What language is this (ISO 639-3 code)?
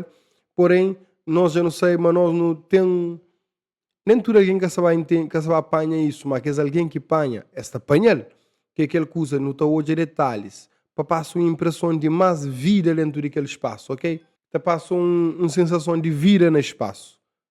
kea